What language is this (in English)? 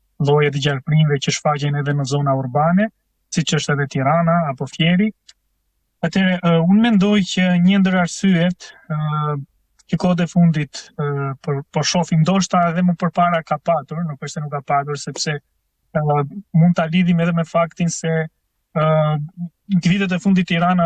Albanian